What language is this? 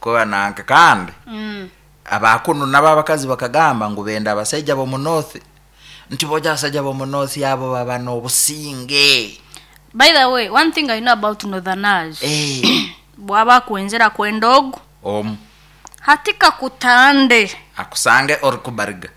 Nyankole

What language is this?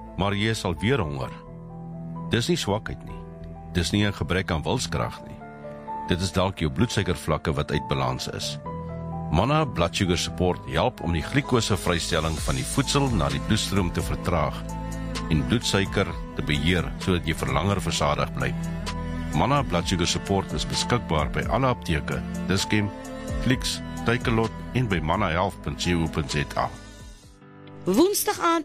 Afrikaans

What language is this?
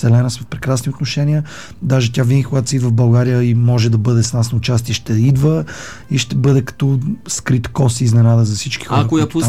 Bulgarian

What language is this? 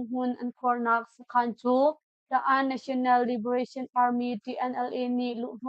Hakha Chin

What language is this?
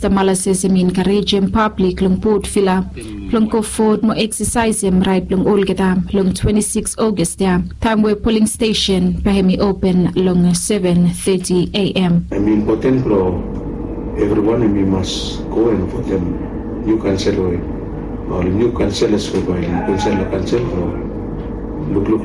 Bislama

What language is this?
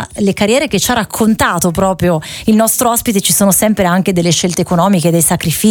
Italian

